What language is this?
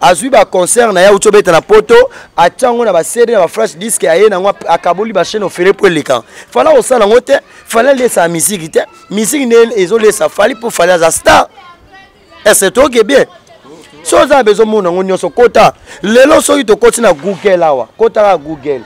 Lingala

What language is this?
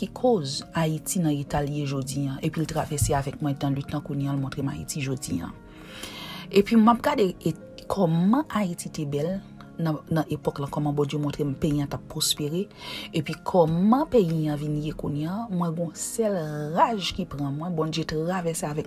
Haitian Creole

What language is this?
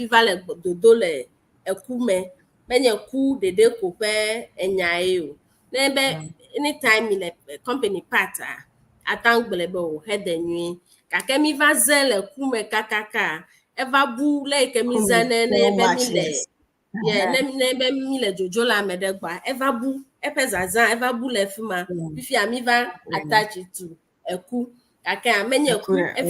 Ewe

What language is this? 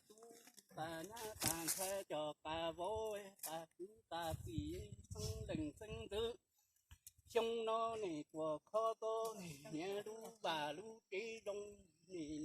Hmong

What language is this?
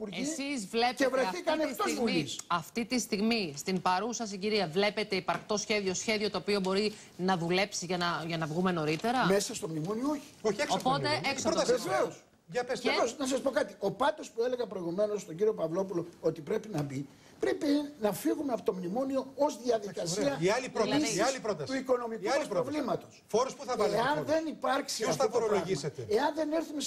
Greek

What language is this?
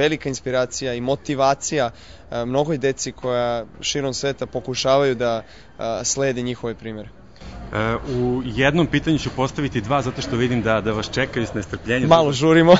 Serbian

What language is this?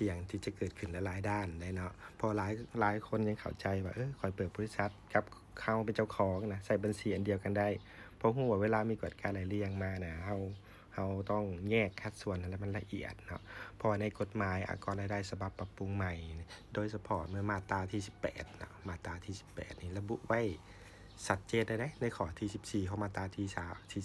Lao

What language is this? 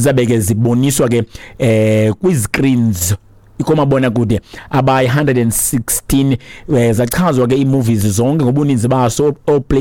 Xhosa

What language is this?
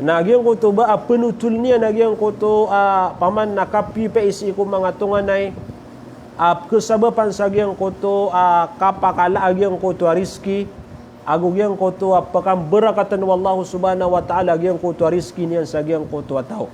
Maranao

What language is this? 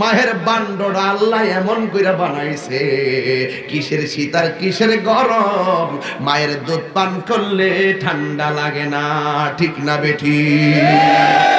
Sylheti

